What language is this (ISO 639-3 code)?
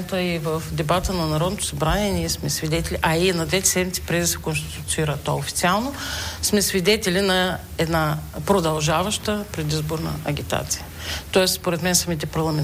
bul